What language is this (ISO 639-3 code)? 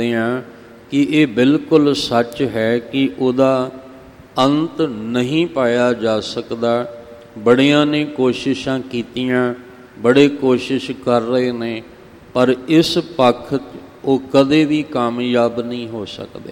pan